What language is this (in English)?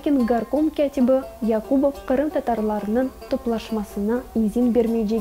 Crimean Tatar